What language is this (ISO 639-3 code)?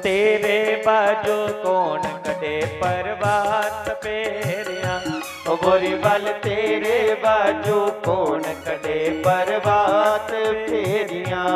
doi